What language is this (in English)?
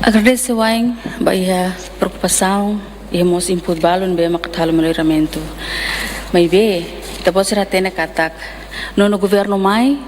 Tetum